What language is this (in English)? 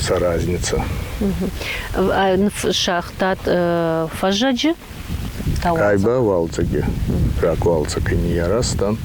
Ossetic